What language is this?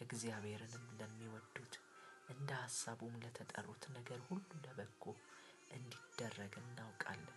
Amharic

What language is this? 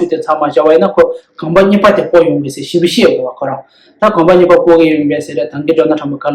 Tibetan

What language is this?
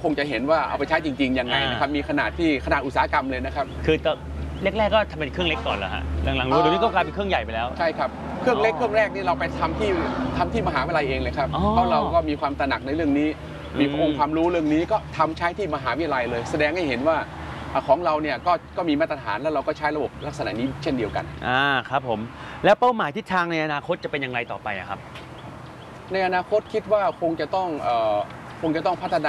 Thai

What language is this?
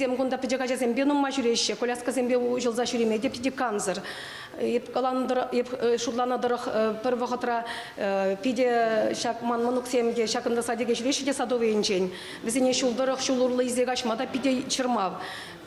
Chuvash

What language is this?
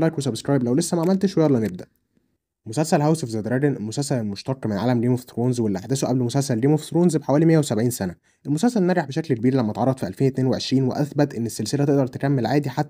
Egyptian Arabic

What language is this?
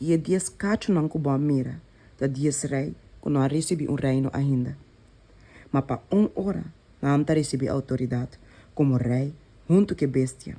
Papiamento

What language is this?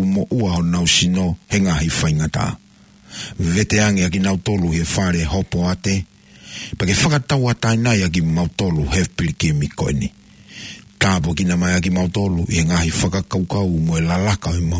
Tongan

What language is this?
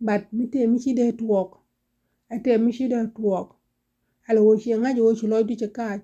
Nuer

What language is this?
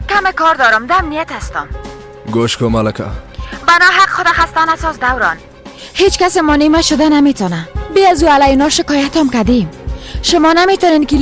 Persian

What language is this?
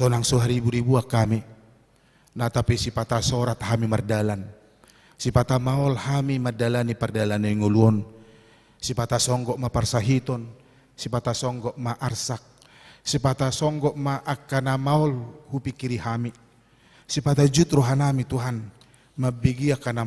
Batak Toba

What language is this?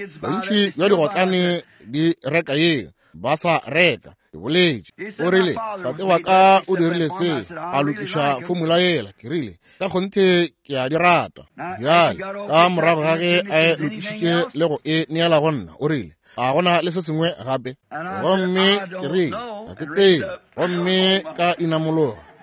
Northern Sotho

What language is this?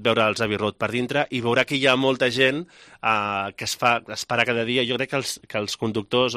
Catalan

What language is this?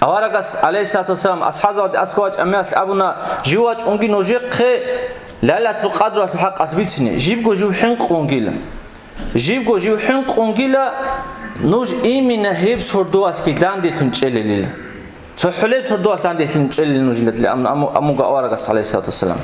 Avaric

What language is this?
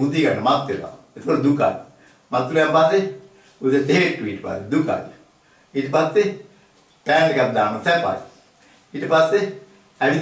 Sinhala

